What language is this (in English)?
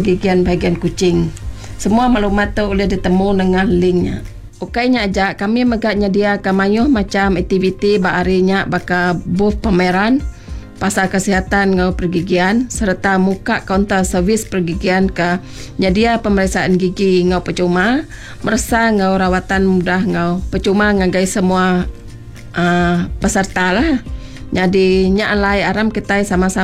Iban